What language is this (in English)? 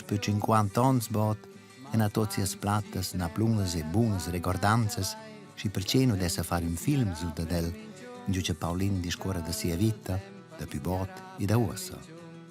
Romansh